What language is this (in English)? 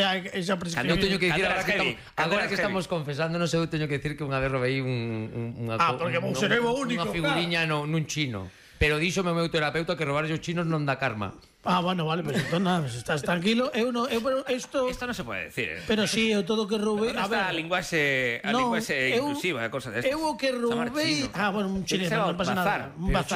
Galician